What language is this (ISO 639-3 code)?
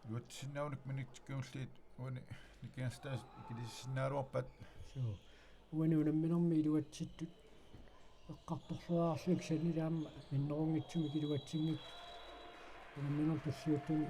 kal